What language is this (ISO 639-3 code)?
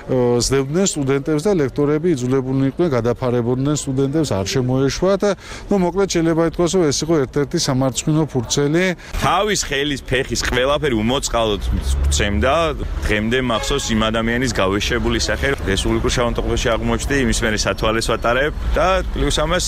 kat